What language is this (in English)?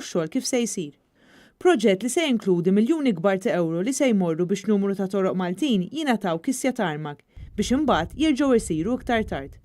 Maltese